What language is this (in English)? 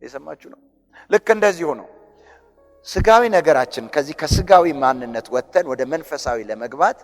Amharic